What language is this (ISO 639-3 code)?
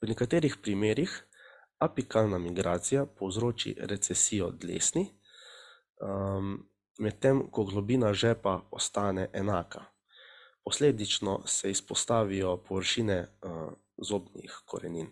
slv